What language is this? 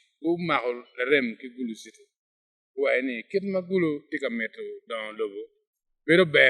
Acoli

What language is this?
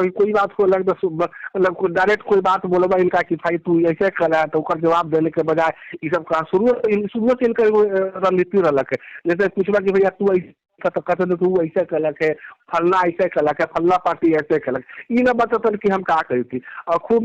Magahi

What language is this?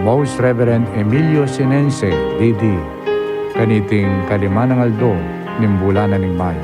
Pampanga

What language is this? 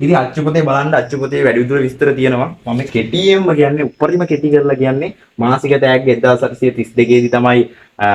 Sinhala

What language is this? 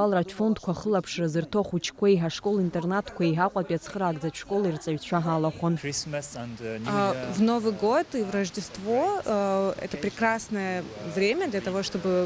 Abkhazian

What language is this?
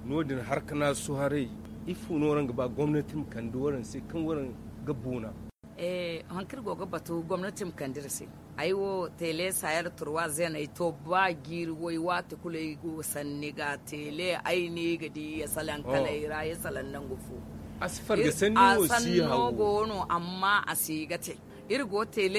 Zarma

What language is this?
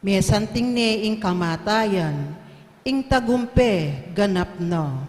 Pampanga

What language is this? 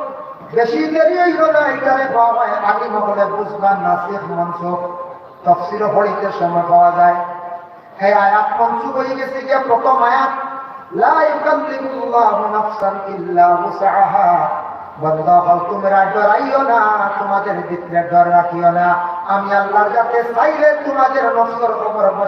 Sylheti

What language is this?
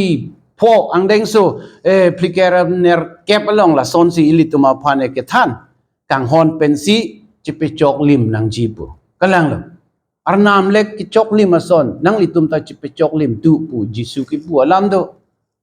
Karbi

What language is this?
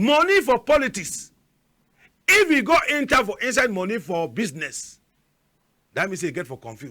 Cameroon Pidgin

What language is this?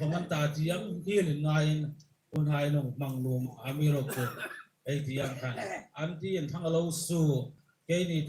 Hmar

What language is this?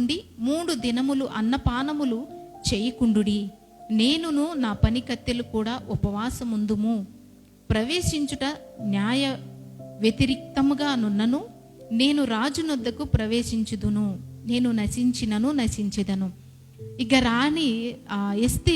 Koya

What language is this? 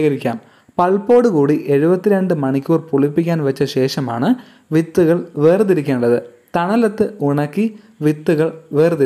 Malayalam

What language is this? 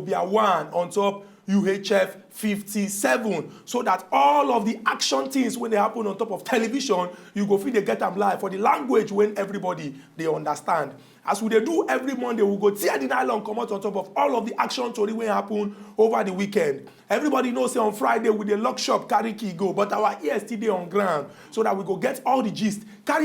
Nigerian Pidgin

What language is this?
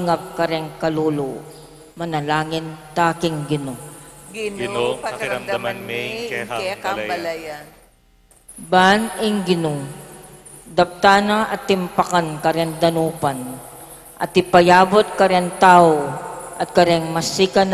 Pampanga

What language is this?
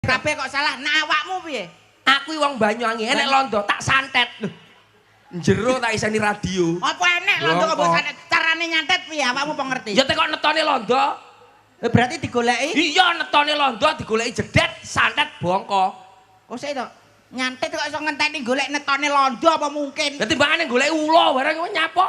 Javanese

